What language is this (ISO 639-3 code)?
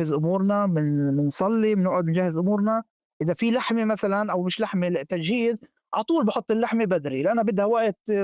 apc